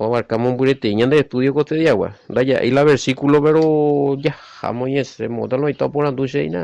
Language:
Guarani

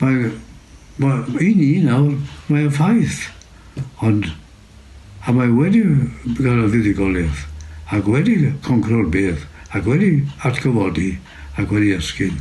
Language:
Welsh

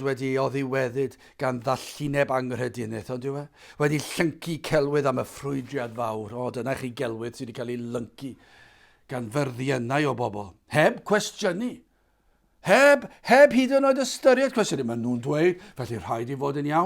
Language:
Welsh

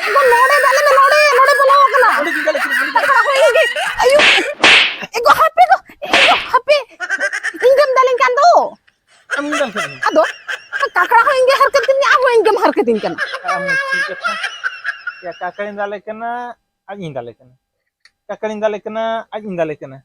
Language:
Santali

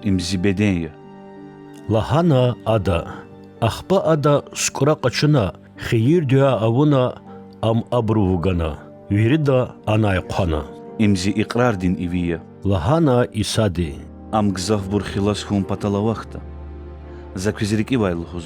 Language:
Lezghian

